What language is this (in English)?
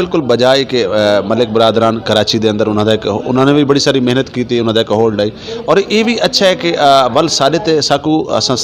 Saraiki